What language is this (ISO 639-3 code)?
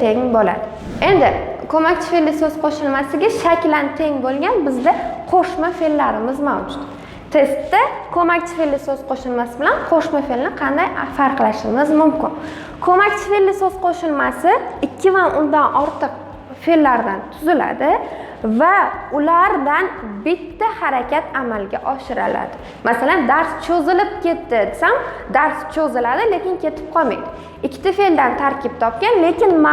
uzb